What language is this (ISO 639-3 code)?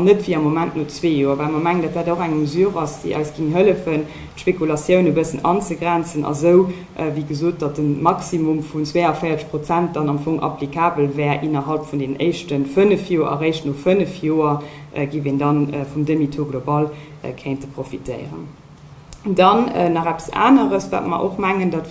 ltz